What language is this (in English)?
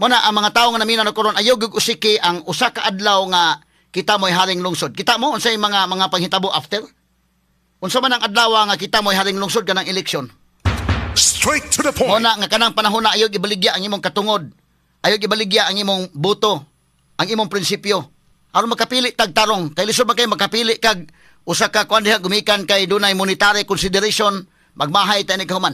Cebuano